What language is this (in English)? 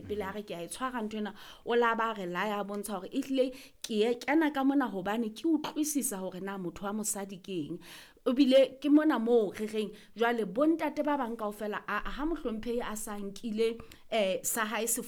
Southern Sotho